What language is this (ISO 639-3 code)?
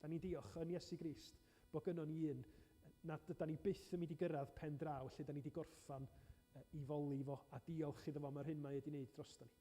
cym